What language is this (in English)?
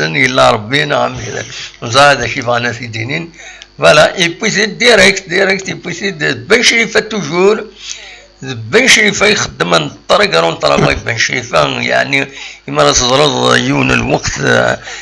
Kabyle